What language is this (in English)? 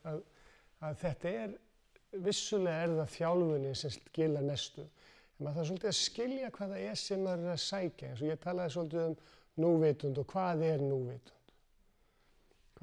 Icelandic